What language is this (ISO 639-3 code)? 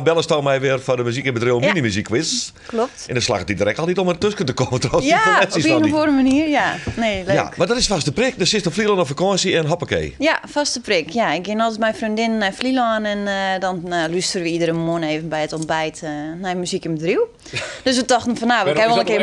fry